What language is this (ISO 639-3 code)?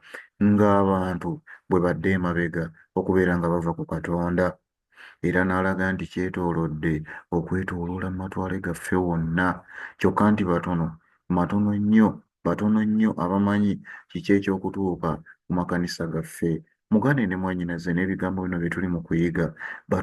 lug